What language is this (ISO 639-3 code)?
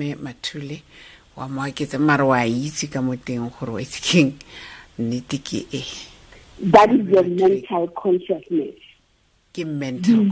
sot